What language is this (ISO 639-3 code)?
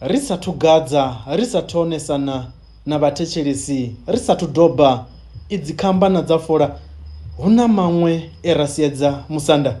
ven